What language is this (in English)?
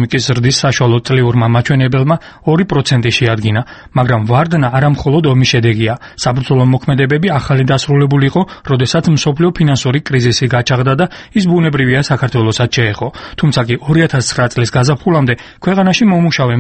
Georgian